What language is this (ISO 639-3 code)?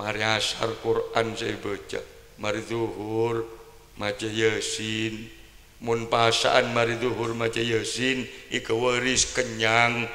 mad